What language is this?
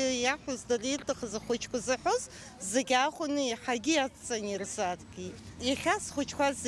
Abkhazian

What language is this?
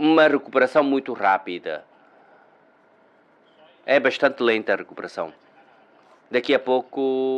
Portuguese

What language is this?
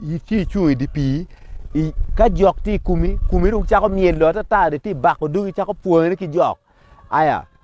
Acoli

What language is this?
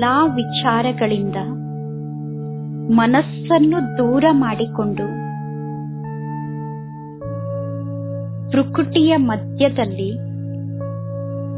Kannada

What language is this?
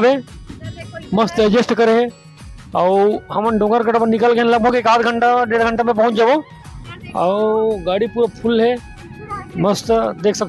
Chhattisgarhi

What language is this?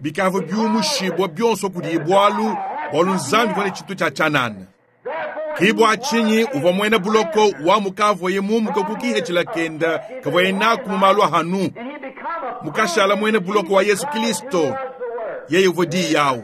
Luba-Lulua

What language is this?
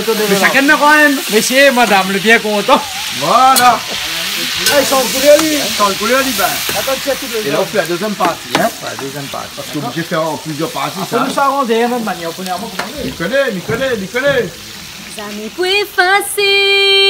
Réunion Creole French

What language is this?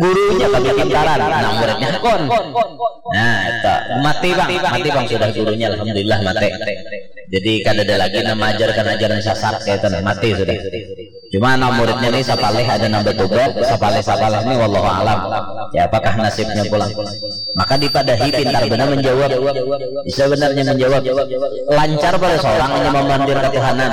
Banjar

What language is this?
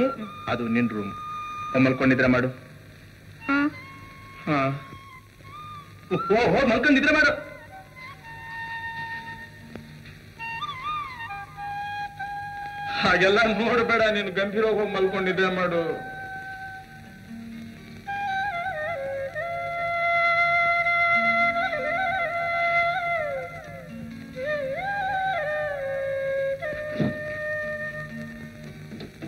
Kannada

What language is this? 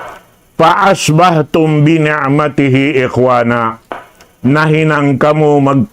Tausug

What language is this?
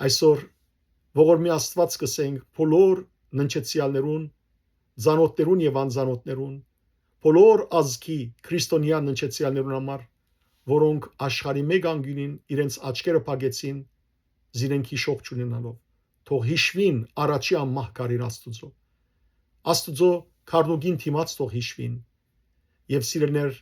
Western Armenian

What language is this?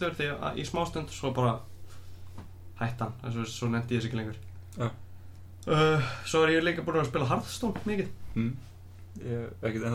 Icelandic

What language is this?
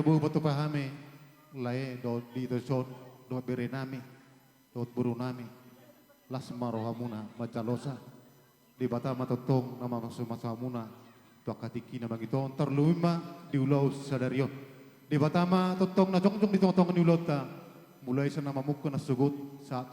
Batak Toba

